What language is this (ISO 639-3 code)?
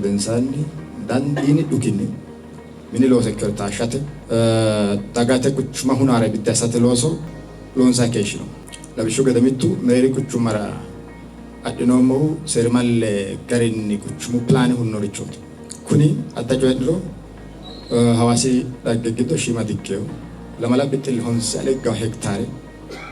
sid